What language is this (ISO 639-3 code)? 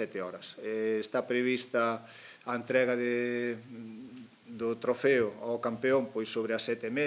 glg